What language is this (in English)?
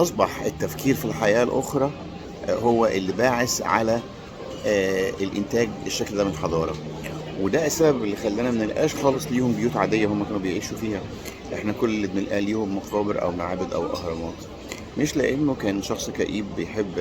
Egyptian Arabic